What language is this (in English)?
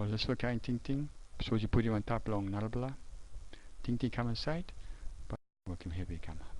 Tok Pisin